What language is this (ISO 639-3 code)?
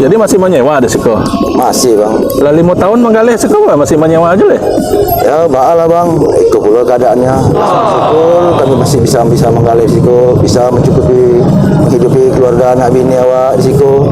min